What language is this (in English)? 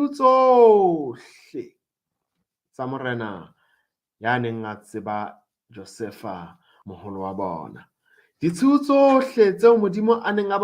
Southern Sotho